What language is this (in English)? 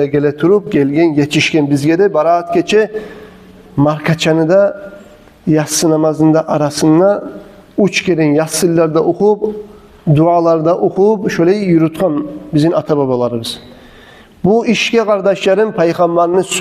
Kumyk